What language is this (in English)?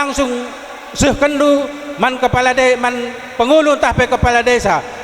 Batak Karo